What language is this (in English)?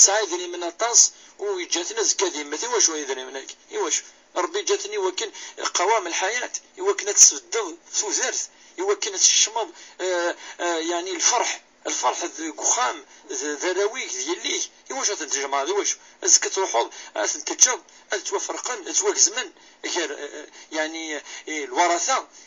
Kabyle